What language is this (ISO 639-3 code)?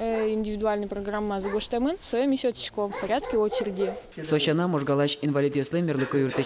udm